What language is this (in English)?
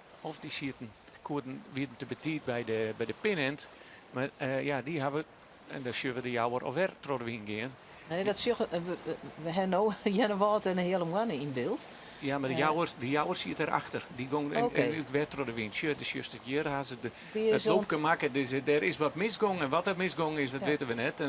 Western Frisian